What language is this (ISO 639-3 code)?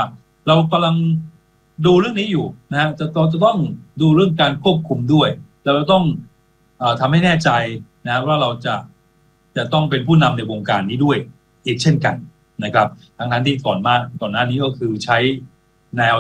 tha